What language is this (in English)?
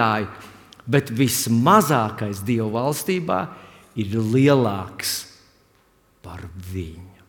Latvian